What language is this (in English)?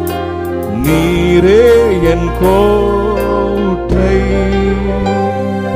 Tamil